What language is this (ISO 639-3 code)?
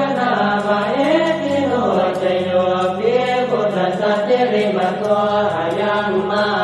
pli